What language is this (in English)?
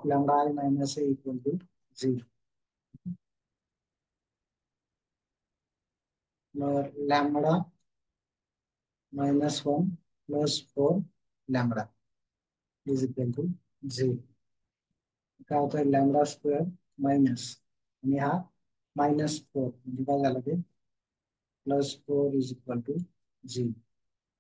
Marathi